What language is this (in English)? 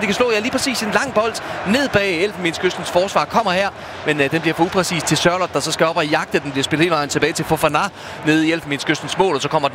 Danish